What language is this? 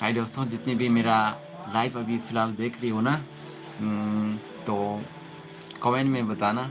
Dimasa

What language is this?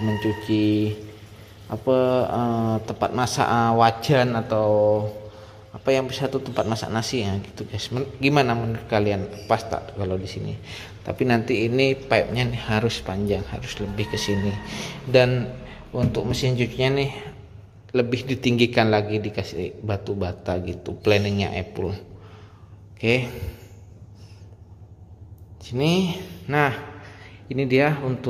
Indonesian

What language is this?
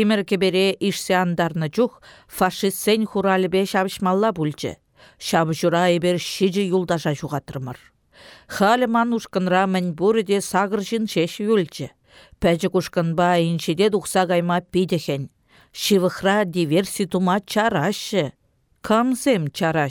Chuvash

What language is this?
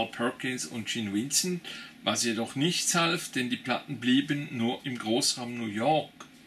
German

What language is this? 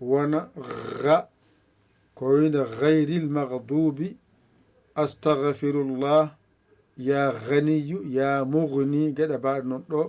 Fula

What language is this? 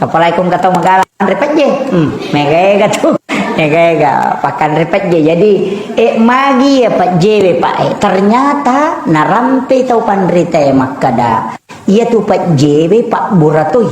Buginese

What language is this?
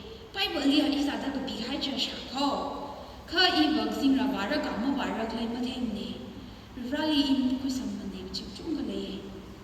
Tangkhul Naga (India)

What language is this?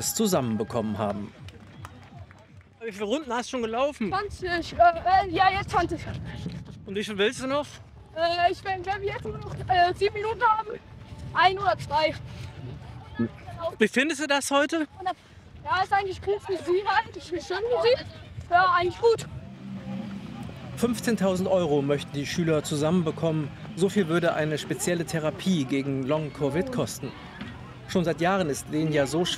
German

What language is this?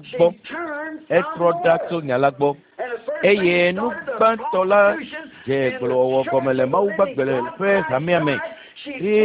Ewe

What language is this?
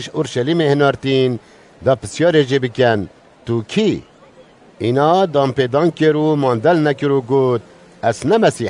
Kurdish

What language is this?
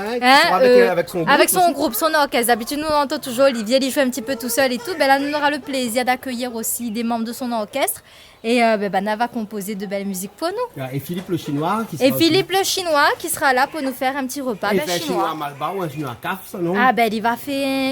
Réunion Creole French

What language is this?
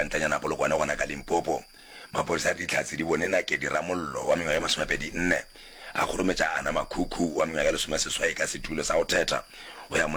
Northern Sotho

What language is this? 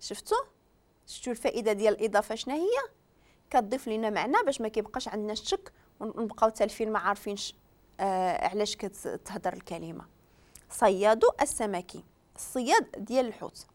Moroccan Arabic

